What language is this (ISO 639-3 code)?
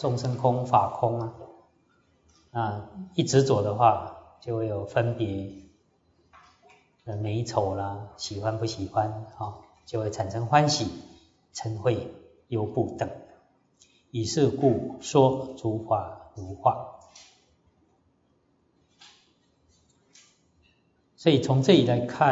zho